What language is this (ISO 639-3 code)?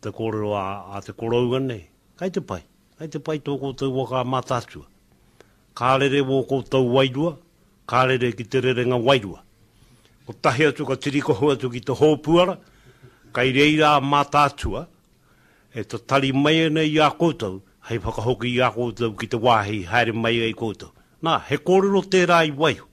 mri